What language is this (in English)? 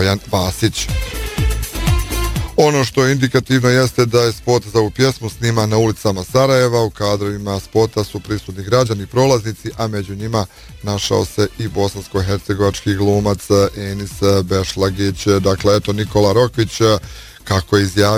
Bosnian